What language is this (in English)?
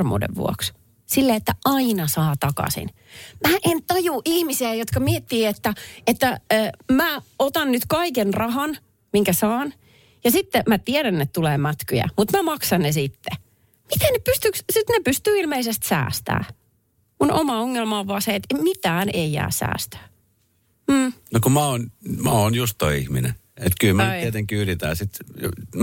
Finnish